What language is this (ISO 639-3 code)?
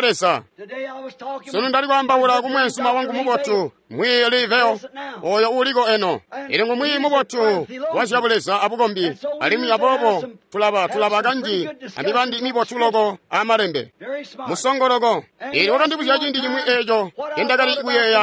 toi